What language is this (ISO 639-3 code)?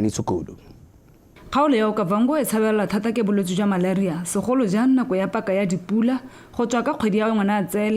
tsn